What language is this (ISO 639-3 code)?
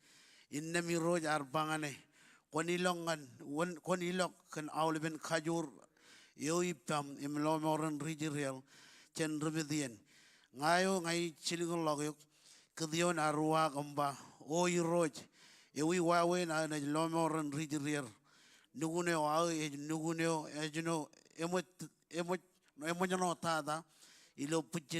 mah